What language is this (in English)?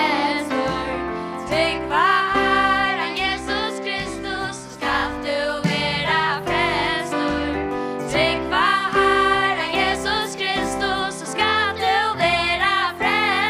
Faroese